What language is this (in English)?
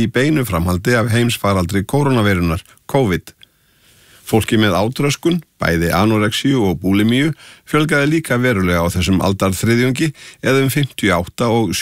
Icelandic